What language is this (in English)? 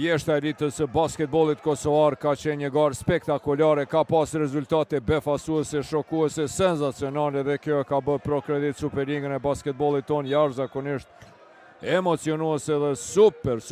Albanian